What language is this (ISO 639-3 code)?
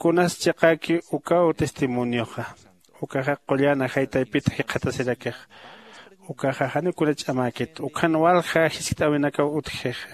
aym